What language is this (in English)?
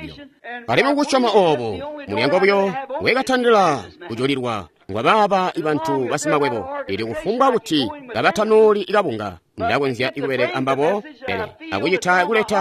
Tonga (Zambia)